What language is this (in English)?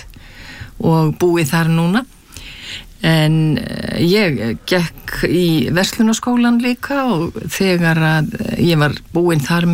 Icelandic